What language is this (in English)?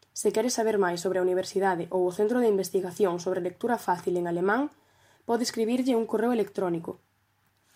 Galician